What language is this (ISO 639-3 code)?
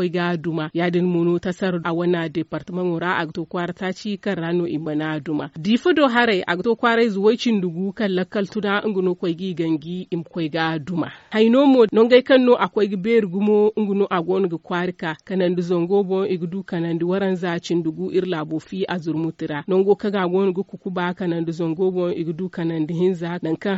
dje